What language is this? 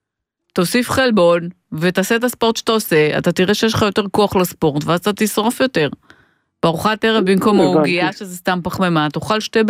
Hebrew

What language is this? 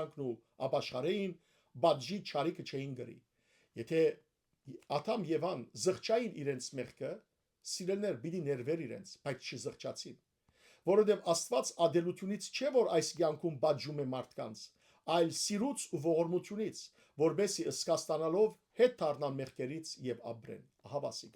Western Armenian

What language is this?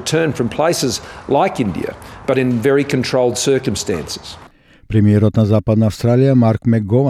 Macedonian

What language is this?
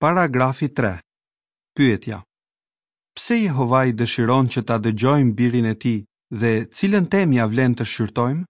Albanian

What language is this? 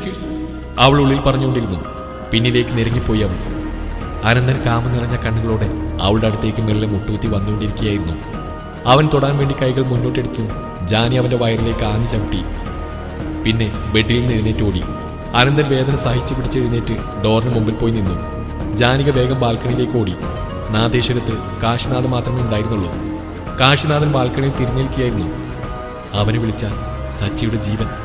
Malayalam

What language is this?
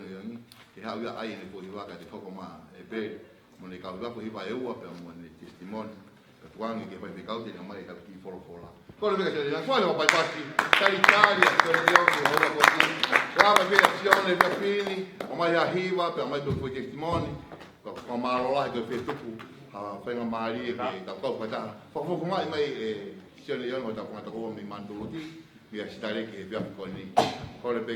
Tongan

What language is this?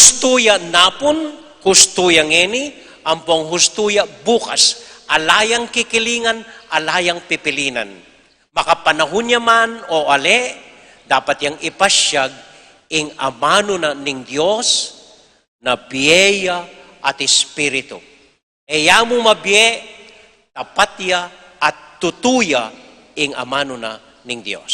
Pampanga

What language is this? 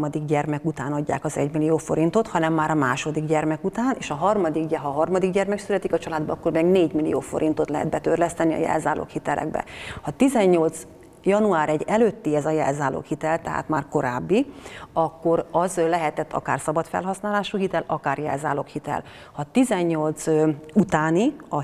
Hungarian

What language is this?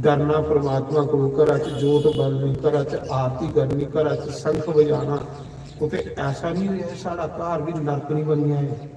Dogri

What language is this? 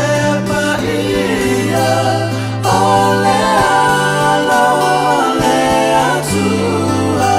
Samoan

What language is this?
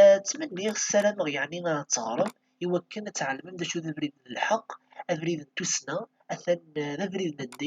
Kabyle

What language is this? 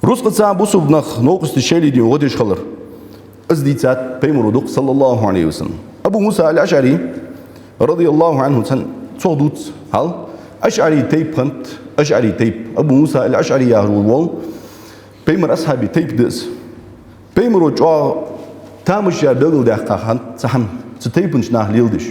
Ingush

